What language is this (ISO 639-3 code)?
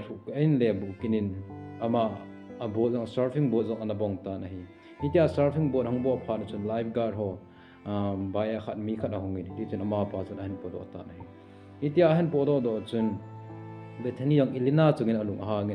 tcz